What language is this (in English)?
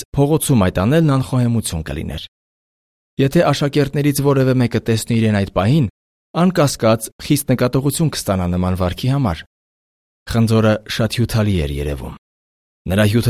Armenian